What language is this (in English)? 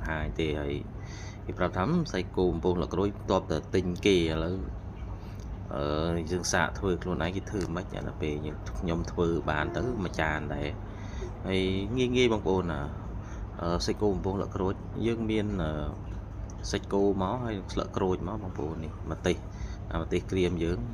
Khmer